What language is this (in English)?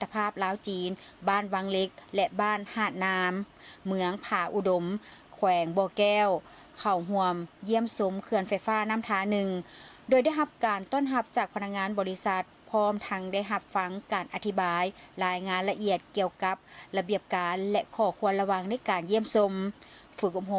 Lao